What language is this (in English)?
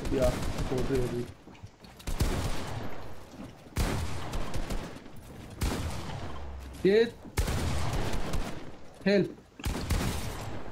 Persian